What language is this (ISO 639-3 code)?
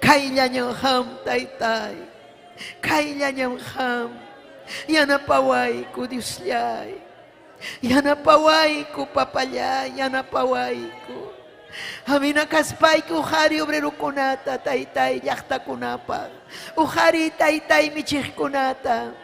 quy